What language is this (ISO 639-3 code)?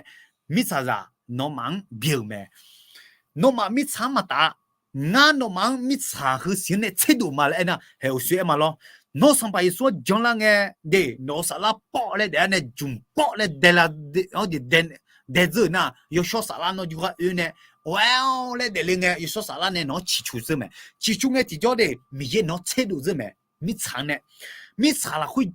ahk